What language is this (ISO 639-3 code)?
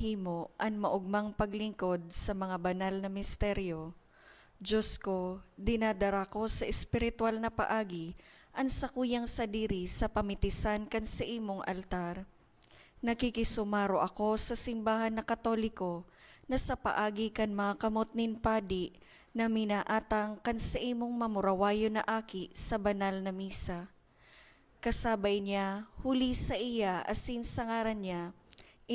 bik